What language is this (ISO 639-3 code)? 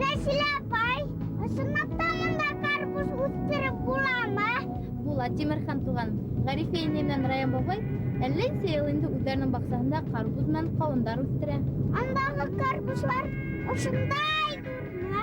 bak